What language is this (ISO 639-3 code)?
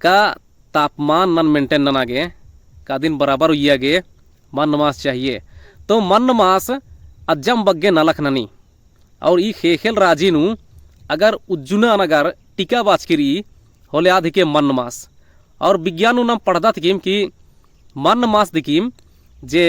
kru